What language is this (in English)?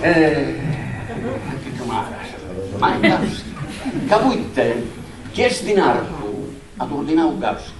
Sardinian